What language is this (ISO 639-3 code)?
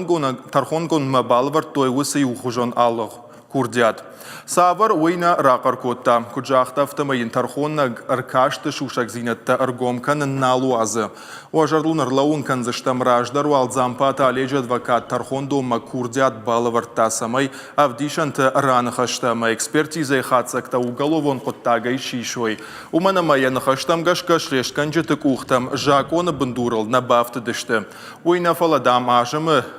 oss